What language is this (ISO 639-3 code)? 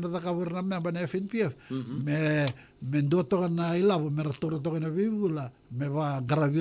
fij